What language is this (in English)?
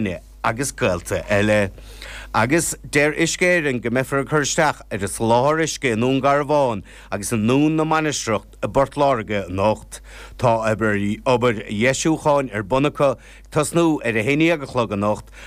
Irish